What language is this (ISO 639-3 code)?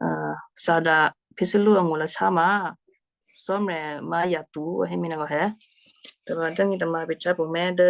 kyu